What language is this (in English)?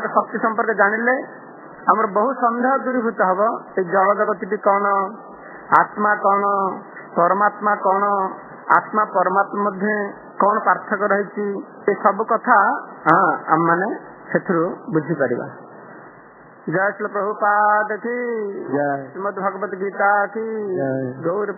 Odia